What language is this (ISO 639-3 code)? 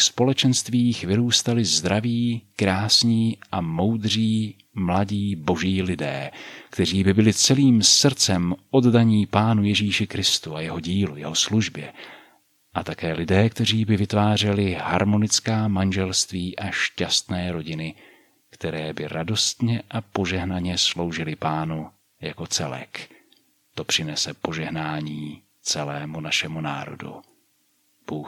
ces